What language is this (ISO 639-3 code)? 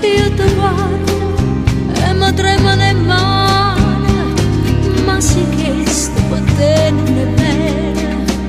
nap